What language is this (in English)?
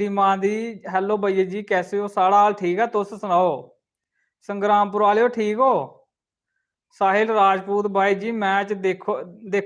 Dogri